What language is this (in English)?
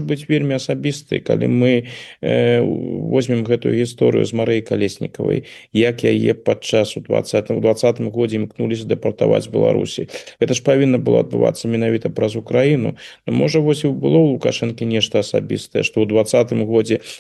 Belarusian